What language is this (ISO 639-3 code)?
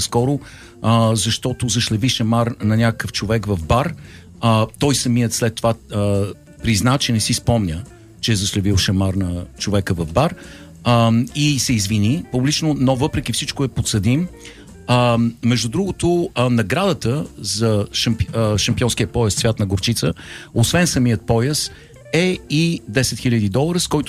bul